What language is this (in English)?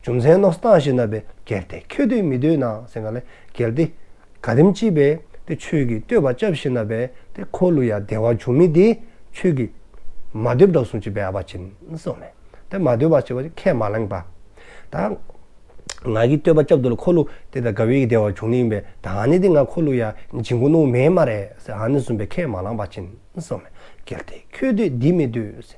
Dzongkha